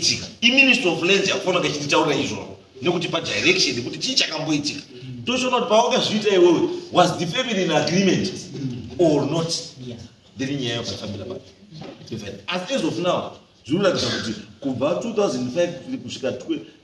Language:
Shona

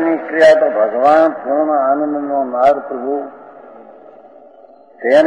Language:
Gujarati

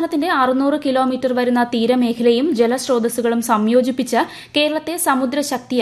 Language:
Malayalam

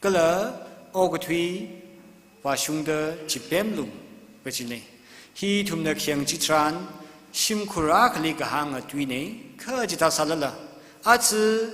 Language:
Tangkhul Naga (India)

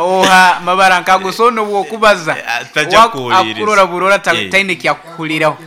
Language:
Nyoro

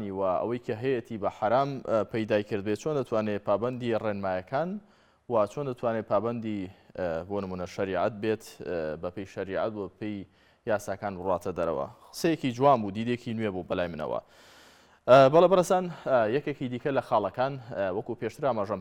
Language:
Central Kurdish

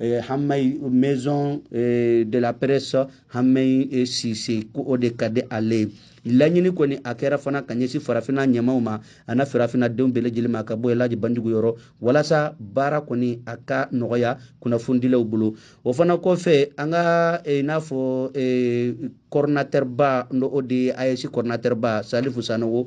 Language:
Bambara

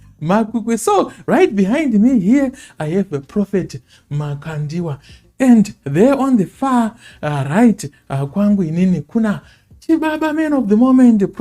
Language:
Shona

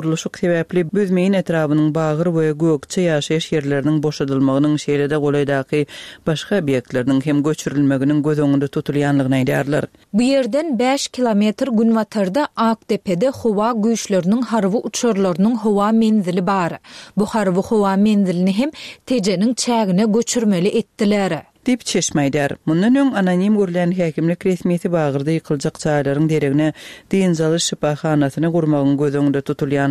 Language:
Turkmen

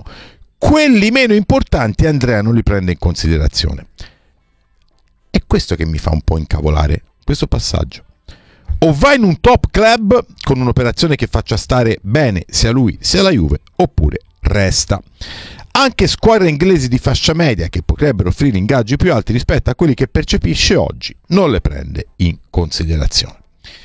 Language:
Italian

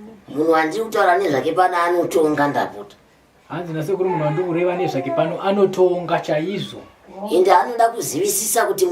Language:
Shona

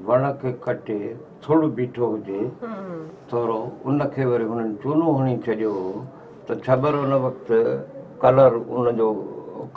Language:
Sindhi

